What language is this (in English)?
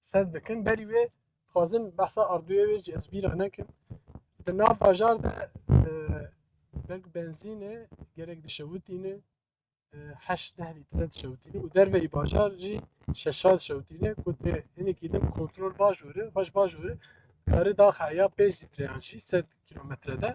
Kurdish